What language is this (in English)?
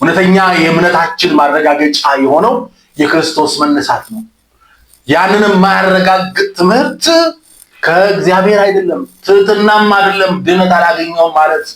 Amharic